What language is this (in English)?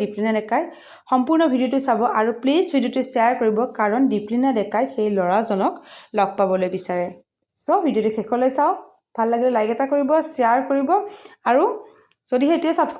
Assamese